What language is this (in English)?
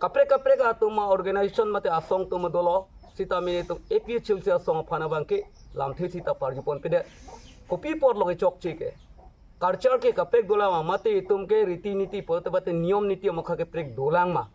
Karbi